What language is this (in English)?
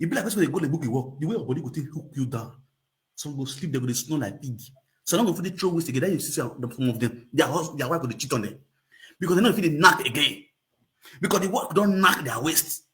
Nigerian Pidgin